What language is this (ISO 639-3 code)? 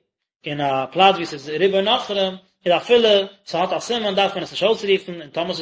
yid